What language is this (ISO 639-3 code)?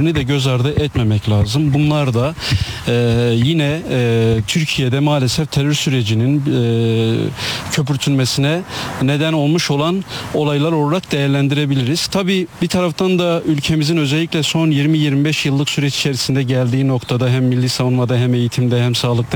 tur